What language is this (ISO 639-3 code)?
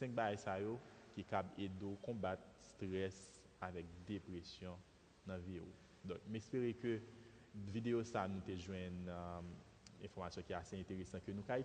hat